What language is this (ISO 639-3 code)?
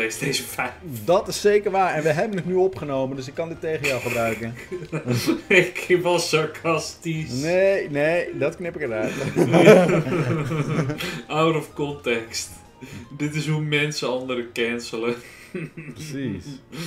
nld